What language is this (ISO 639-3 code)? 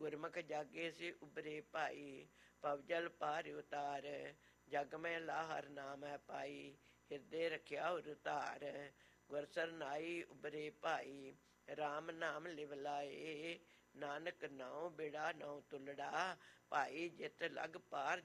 pan